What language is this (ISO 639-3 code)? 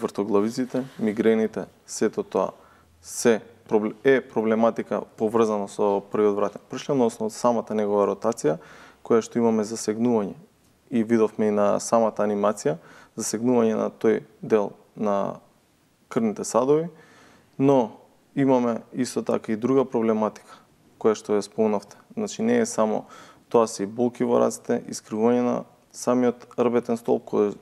mkd